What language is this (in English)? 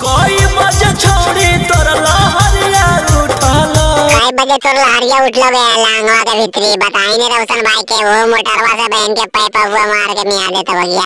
Magahi